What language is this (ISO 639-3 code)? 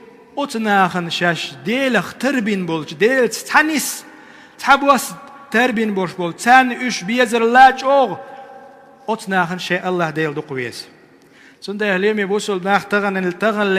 che